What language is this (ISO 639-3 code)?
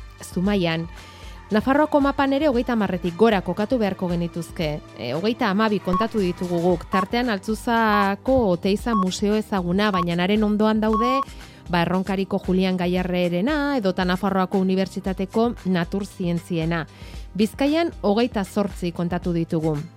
eus